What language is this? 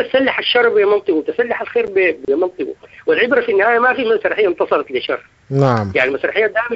Sudanese Arabic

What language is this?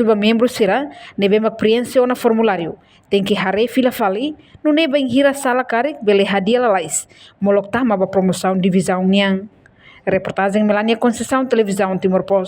Tetum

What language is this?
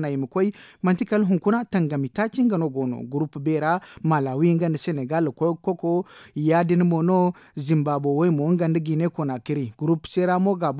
Zarma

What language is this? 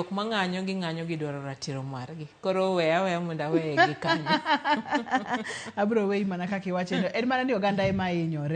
Luo (Kenya and Tanzania)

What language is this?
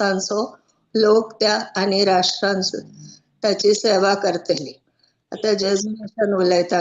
Konkani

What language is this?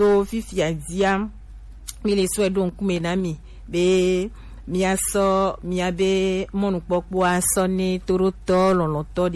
Gen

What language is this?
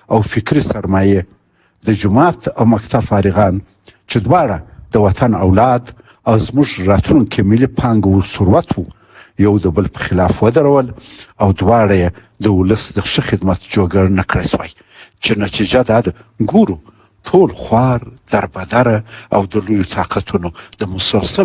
Pashto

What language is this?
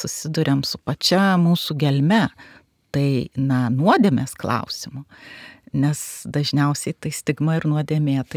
Lithuanian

